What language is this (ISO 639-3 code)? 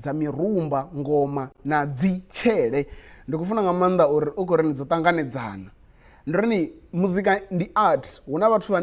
ven